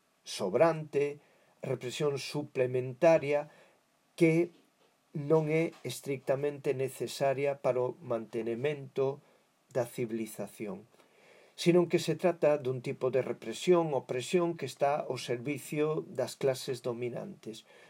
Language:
Galician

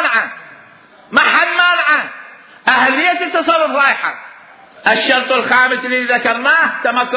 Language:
Mesopotamian Arabic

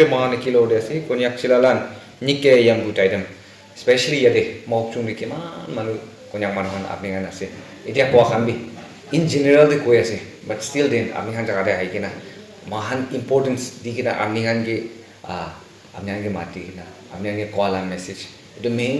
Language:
Naga Pidgin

